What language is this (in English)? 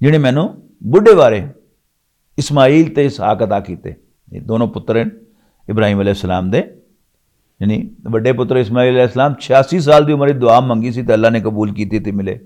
Western Panjabi